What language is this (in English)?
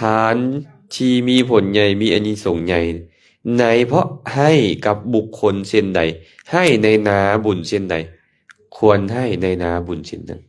Lao